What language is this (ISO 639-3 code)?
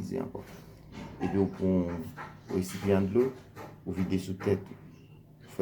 hat